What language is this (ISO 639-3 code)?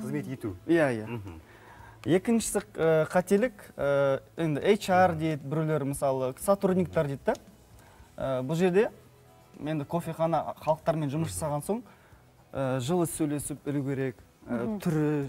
kaz